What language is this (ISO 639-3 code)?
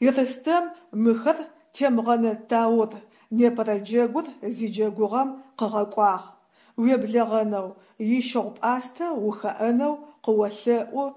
ady